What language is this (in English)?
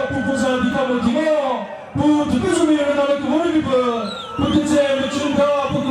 Chokri Naga